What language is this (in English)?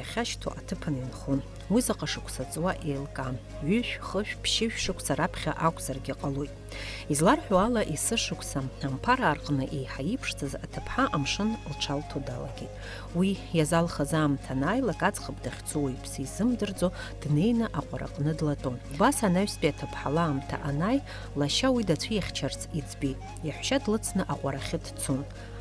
Abkhazian